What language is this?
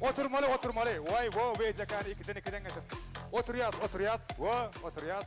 Turkmen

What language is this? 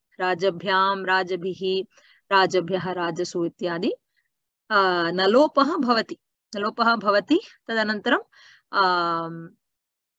Sanskrit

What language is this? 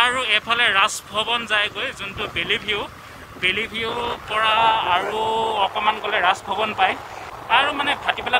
Assamese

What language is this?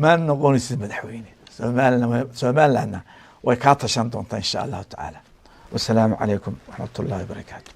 Somali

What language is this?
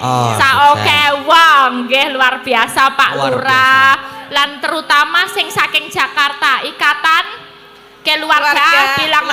Javanese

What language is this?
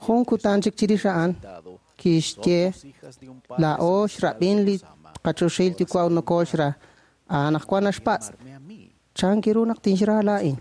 Kekchí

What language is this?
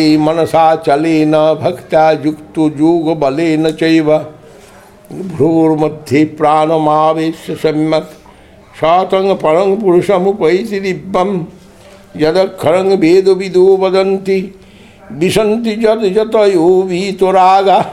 Sanskrit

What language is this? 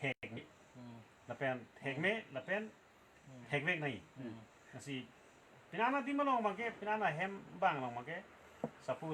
Karbi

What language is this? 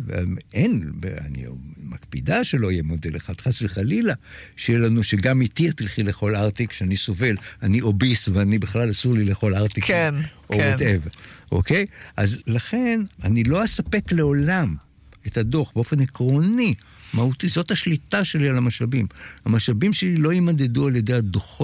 Hebrew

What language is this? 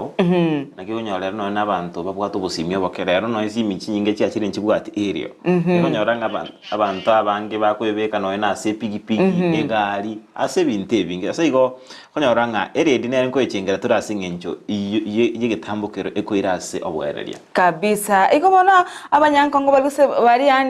Gusii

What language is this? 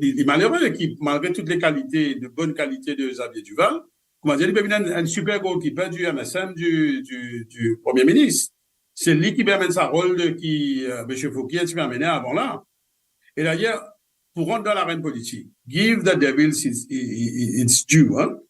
Morisyen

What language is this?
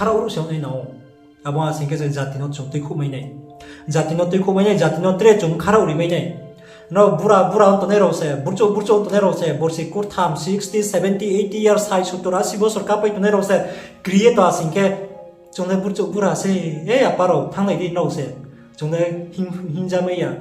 Riang (India)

